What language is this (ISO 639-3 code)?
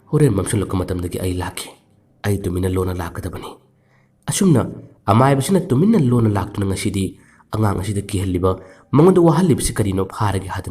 mni